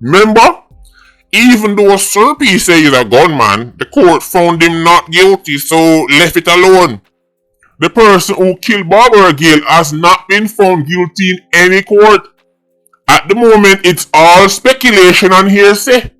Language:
Jamaican Creole English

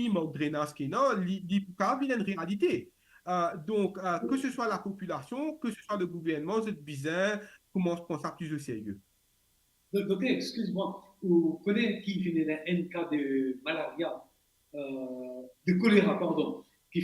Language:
Morisyen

